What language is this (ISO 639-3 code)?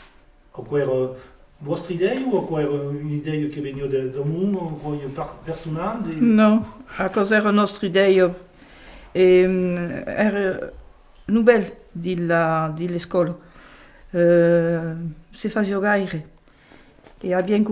oci